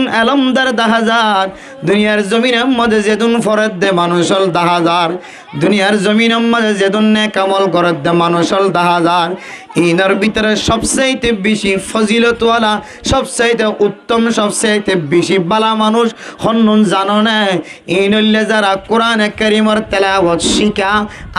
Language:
Rohingya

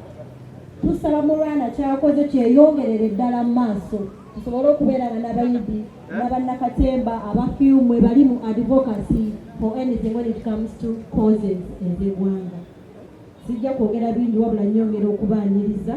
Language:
Ganda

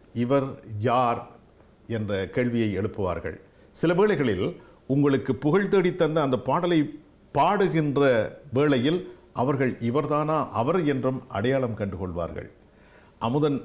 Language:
Tamil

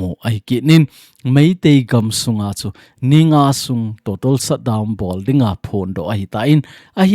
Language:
Thado Chin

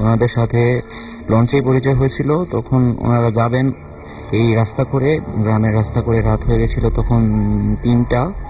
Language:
Bangla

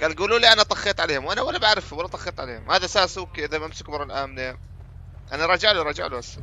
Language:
North Levantine Arabic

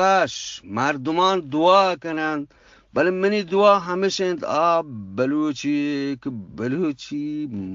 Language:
Eastern Balochi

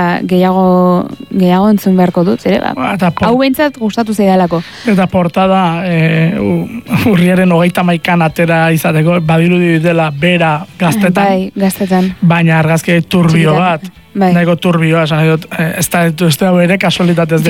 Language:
Basque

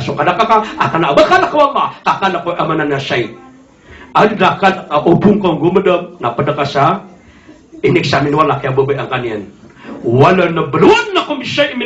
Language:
Maranao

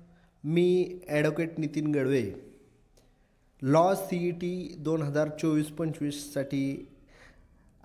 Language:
Marathi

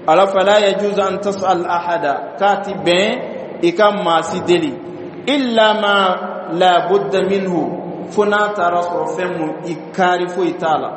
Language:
Dyula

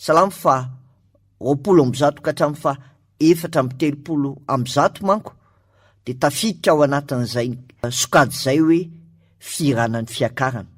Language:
Malagasy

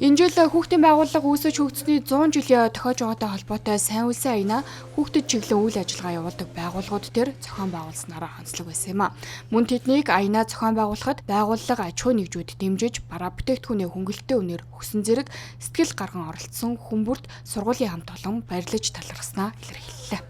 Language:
Mongolian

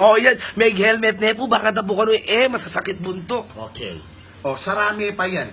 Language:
Pampanga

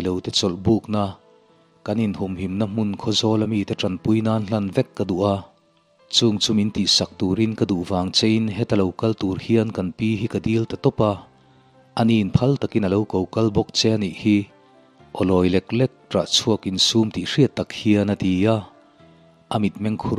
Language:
Mizo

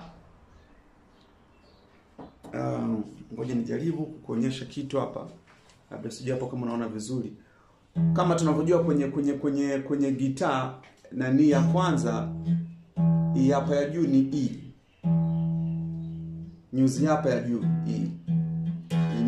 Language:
Swahili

